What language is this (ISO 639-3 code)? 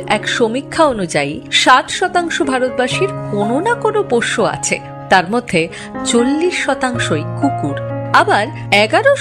ben